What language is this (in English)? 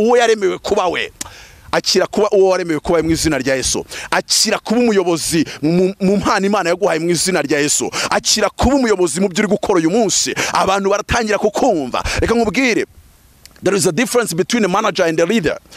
Kinyarwanda